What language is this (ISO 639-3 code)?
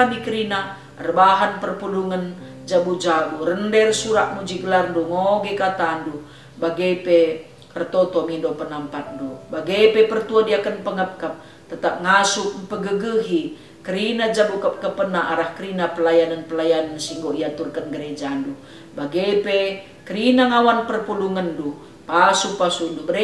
btx